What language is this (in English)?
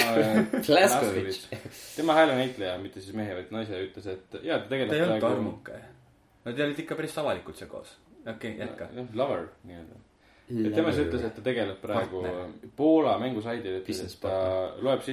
Estonian